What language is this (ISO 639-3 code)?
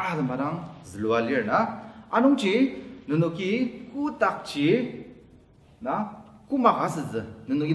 njo